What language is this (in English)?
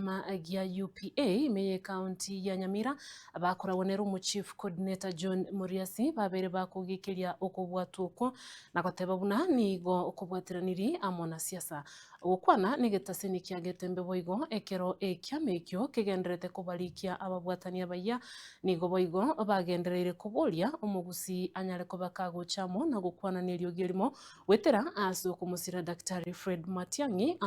Gusii